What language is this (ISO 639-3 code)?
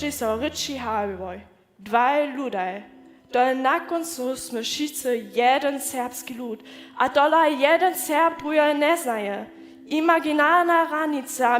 hsb